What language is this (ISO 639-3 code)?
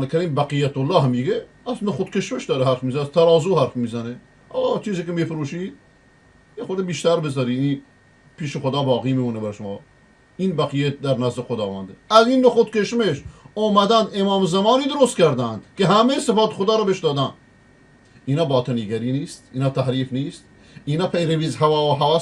fas